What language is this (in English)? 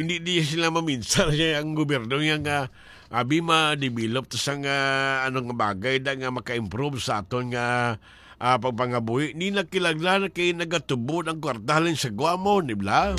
Hiligaynon